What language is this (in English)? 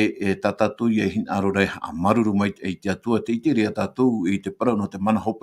Tahitian